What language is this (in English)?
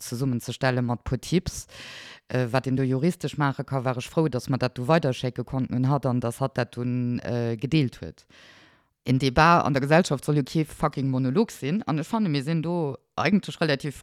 Luxembourgish